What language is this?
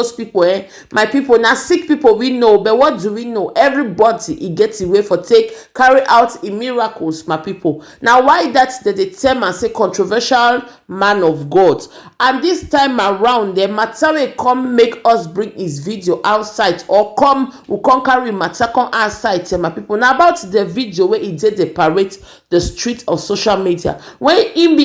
Nigerian Pidgin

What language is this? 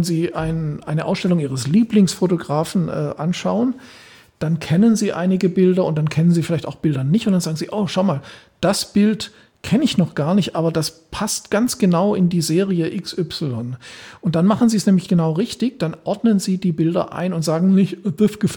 German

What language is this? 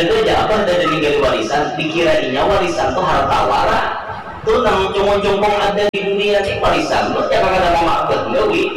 Banjar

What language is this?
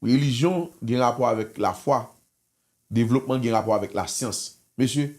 Haitian Creole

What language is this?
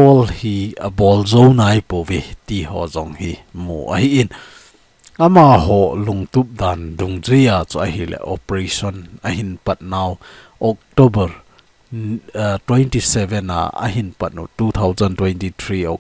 Thado Chin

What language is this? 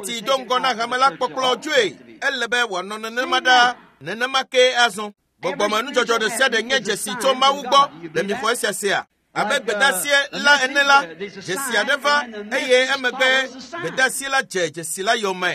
Ewe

